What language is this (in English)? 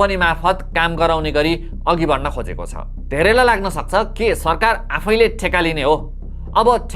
Nepali